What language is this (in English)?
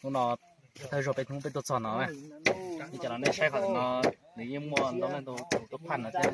Hmong